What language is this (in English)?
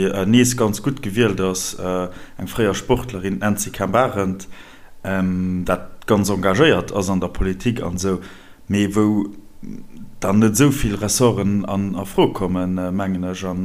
Luxembourgish